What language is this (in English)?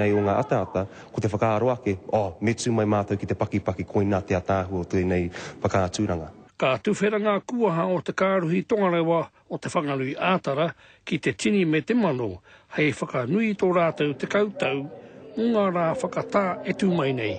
Māori